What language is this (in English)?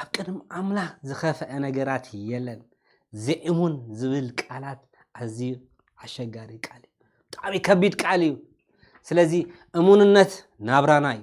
Tigrinya